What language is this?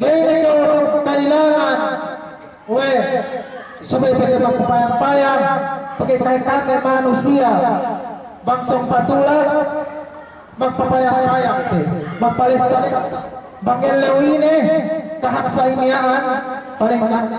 Yakan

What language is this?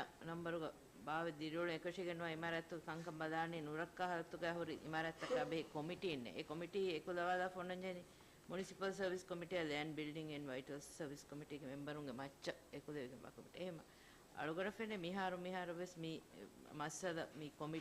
Divehi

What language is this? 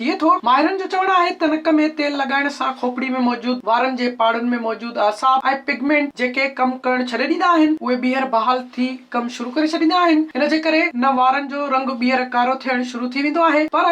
Sindhi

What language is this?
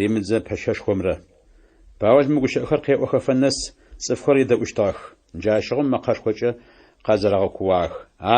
Adyghe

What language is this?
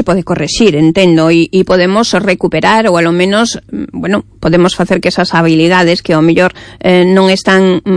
Galician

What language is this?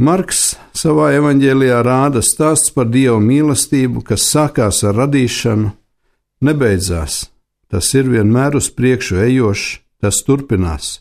Latvian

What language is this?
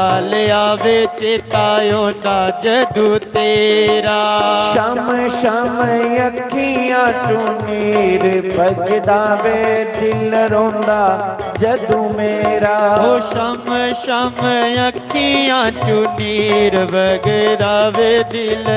Dogri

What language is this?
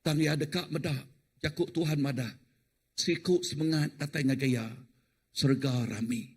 Iban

